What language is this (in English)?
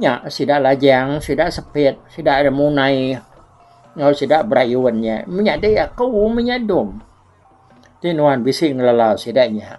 Iban